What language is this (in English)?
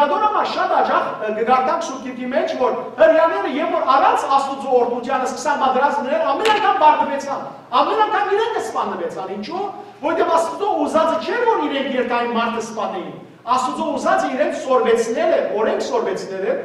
Western Armenian